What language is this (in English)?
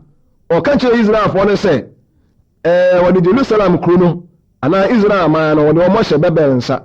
Akan